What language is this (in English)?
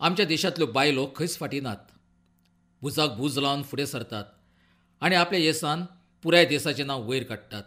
Konkani